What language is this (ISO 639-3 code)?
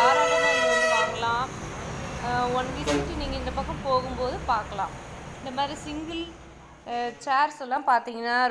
tam